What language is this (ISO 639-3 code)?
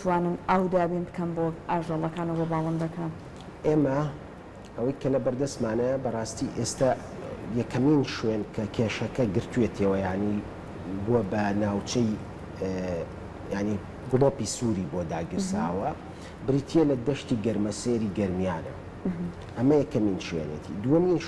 ckb